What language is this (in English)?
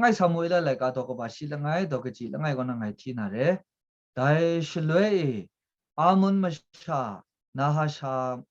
Kachin